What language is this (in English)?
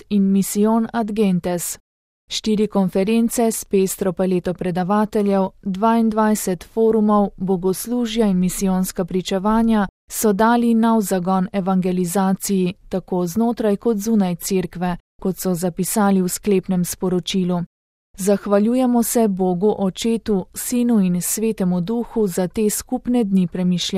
Slovenian